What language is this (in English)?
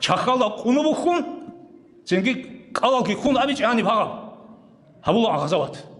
Avaric